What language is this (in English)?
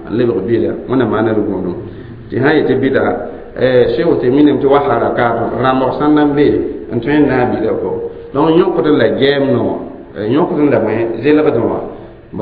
Mossi